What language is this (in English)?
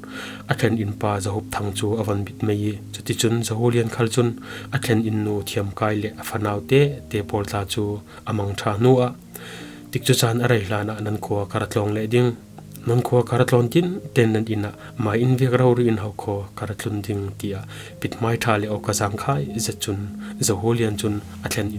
Falam Chin